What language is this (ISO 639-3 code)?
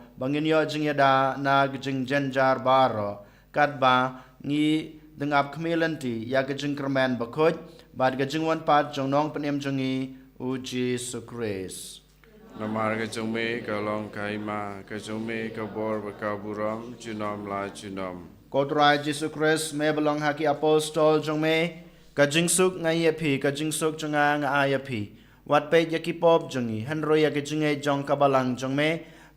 kha